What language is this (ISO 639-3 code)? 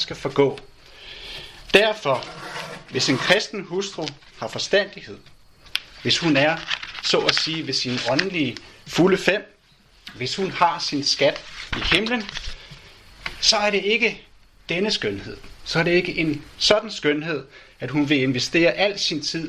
dan